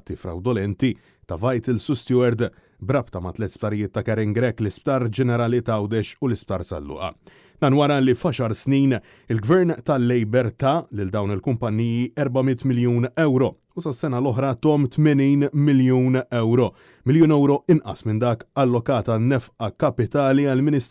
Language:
Maltese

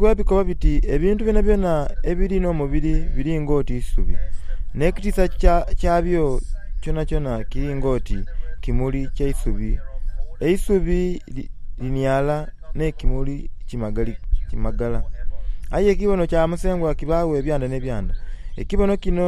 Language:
Soga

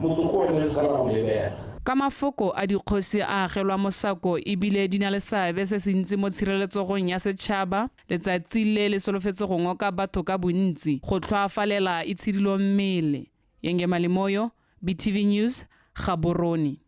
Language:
Tswana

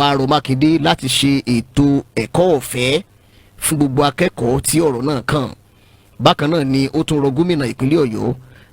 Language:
Yoruba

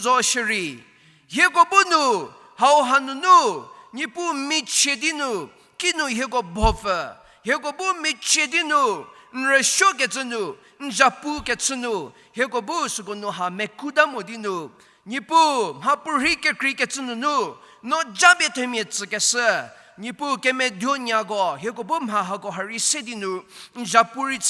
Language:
Angami Naga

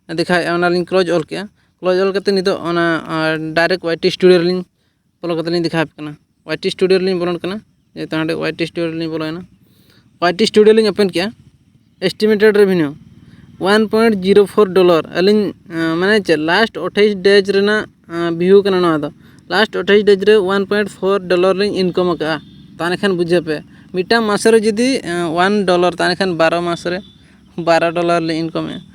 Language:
Santali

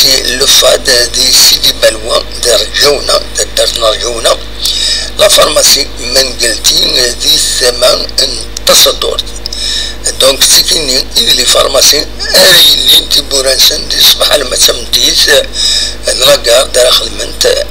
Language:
Kabyle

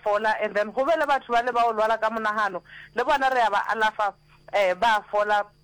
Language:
Northern Sotho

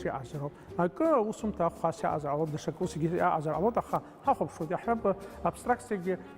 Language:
Abkhazian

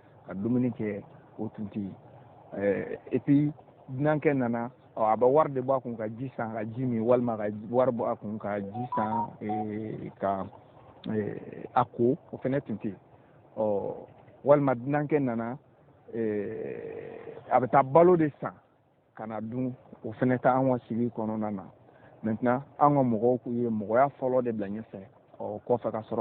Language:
Bambara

